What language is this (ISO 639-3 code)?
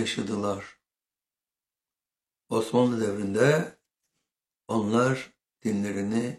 tur